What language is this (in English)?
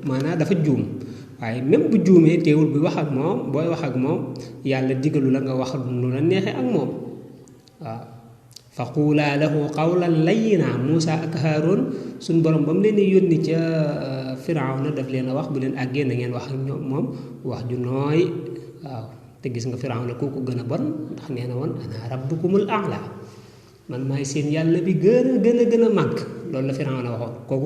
Wolof